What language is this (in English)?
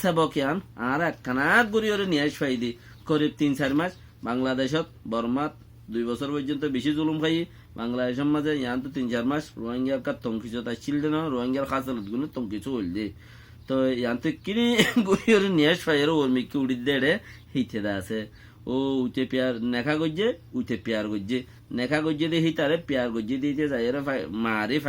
Rohingya